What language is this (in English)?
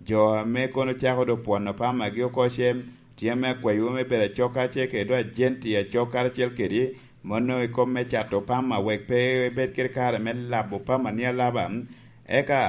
Lango (Uganda)